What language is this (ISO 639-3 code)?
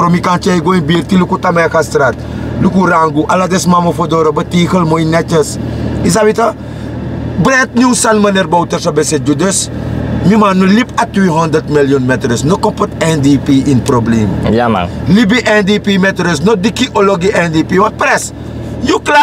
srn